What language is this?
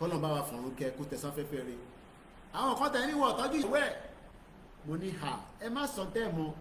Yoruba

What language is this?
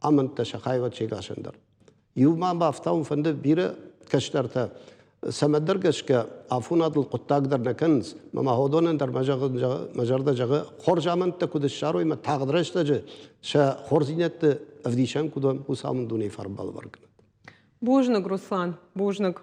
Ossetic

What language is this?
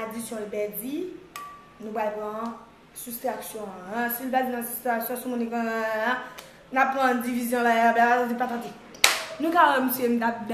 Haitian Creole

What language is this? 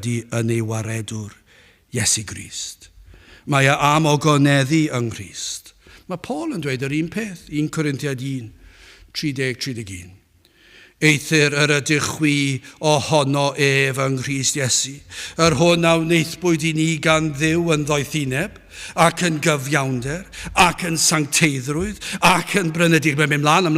Welsh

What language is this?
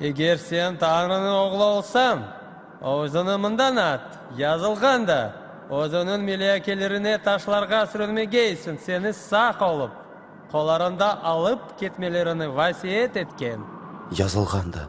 Crimean Tatar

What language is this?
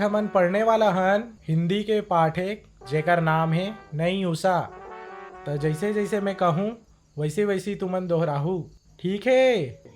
Chhattisgarhi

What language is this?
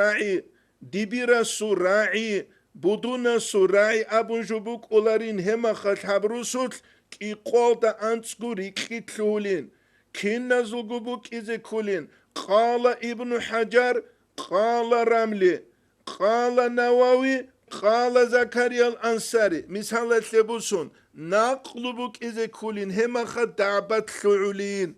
Avaric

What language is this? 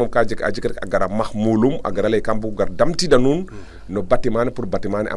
Serer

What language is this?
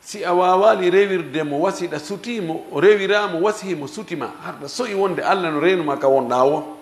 Fula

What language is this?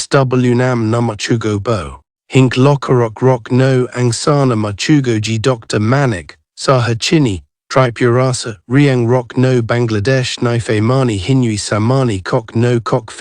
Kok Borok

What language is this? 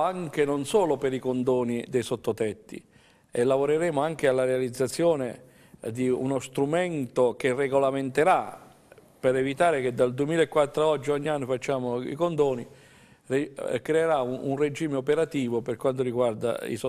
Italian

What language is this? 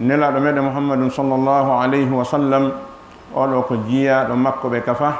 Fula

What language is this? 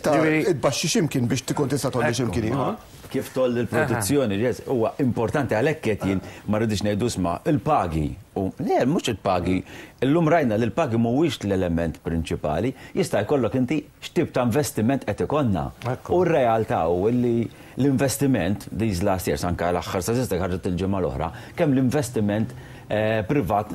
Maltese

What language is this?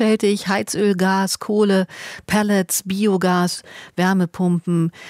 German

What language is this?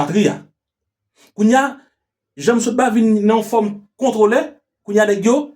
Haitian Creole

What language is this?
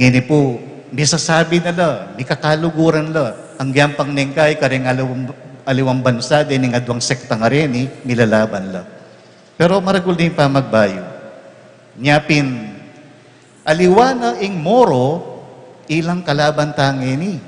Pampanga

